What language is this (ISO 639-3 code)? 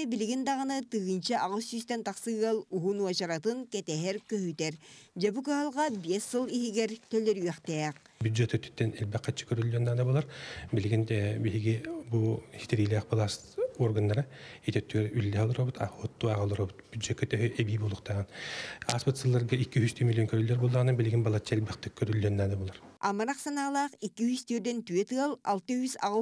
sah